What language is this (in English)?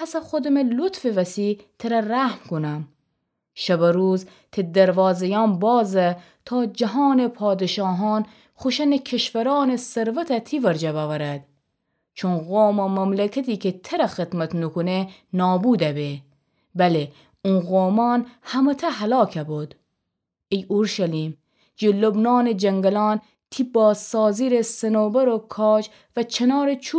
Gilaki